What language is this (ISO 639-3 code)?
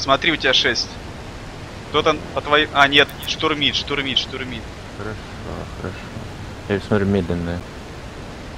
rus